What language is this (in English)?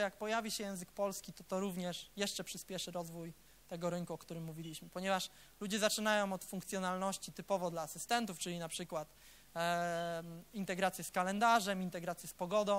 Polish